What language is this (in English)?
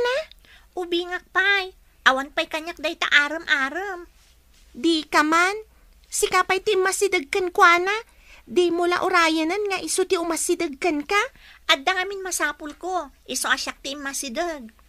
Iloko